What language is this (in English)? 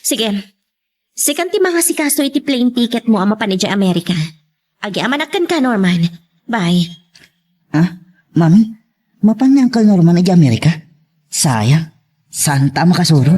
Iloko